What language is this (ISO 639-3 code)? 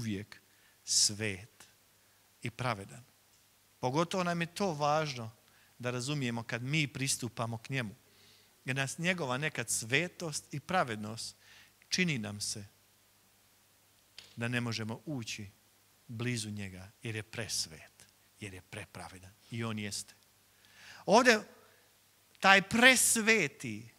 hrv